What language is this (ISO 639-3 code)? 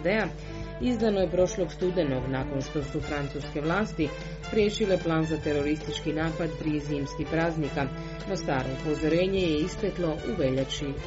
hrv